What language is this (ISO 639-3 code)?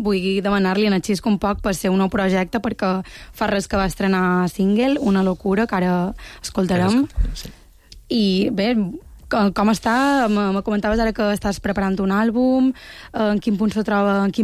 cat